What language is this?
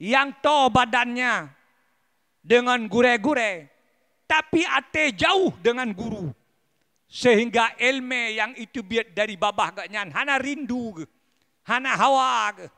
Achinese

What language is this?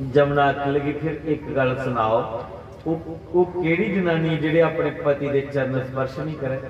Dogri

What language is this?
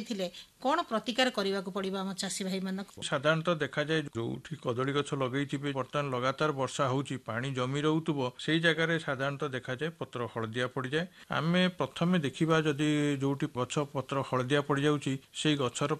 Odia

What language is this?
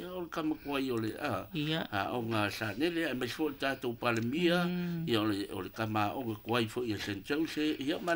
Samoan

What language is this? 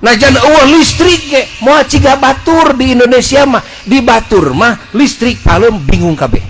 Sundanese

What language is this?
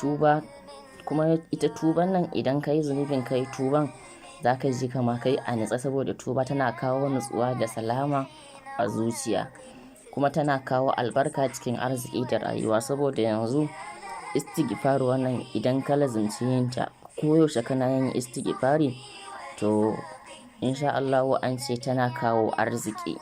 Hausa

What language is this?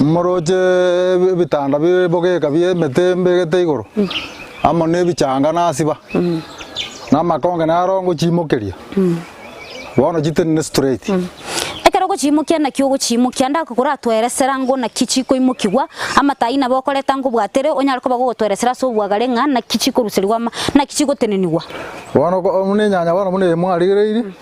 Gusii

